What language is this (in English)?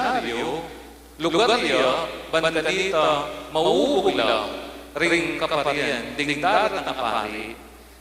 Pampanga